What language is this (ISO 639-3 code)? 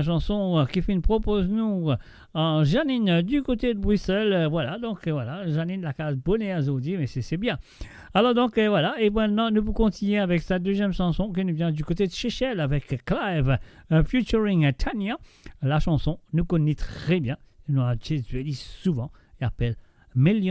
mfe